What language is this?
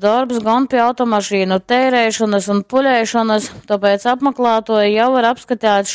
Latgalian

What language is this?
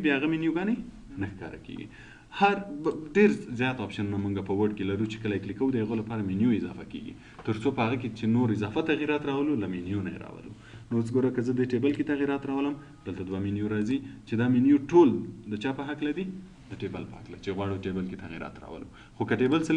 Pashto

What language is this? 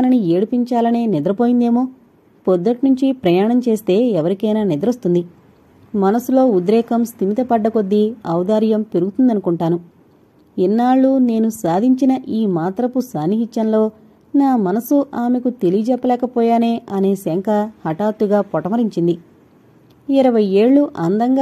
Telugu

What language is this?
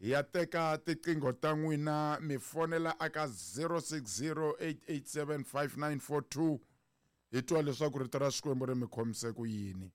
Tsonga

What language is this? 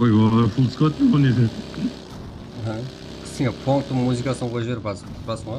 Kara-Kalpak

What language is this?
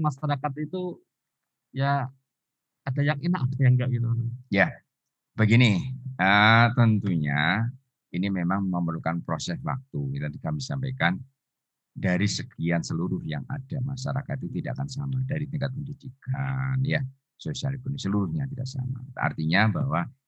Indonesian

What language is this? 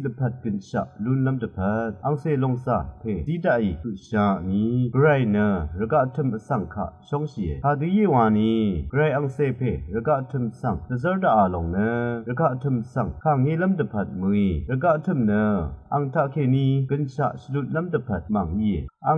Rawang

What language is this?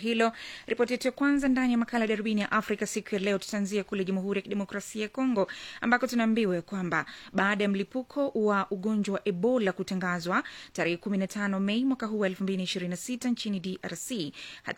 Swahili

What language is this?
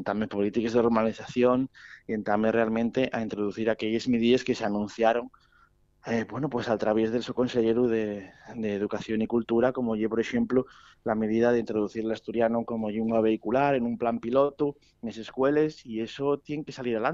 Asturian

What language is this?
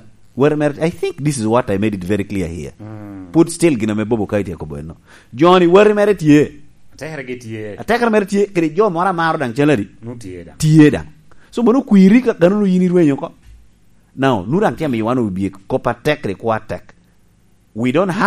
Lango (Uganda)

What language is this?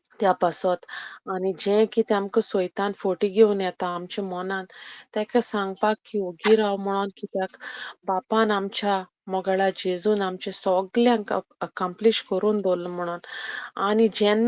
Konkani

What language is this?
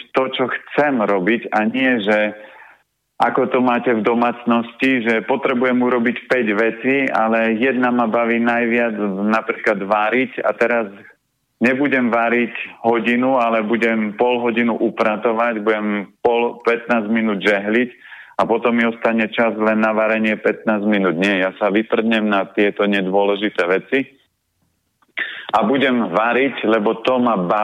Slovak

